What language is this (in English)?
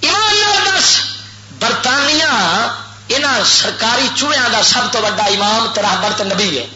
Western Panjabi